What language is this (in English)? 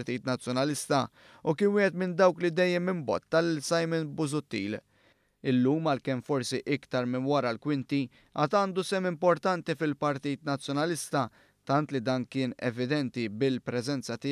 Maltese